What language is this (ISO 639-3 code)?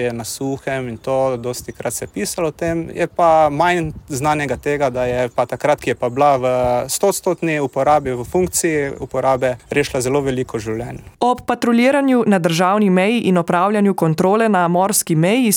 slv